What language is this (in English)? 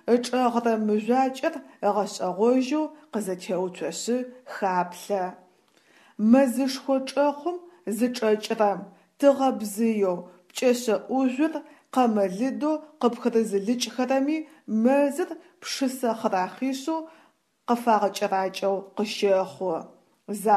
Adyghe